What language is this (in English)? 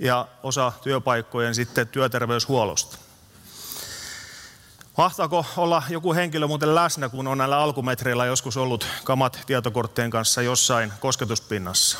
Finnish